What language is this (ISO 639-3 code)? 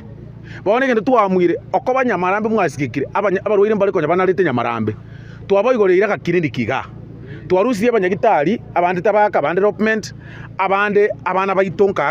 guz